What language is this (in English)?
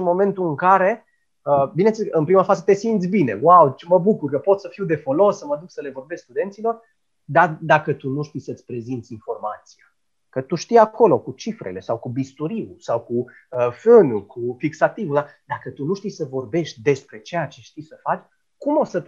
Romanian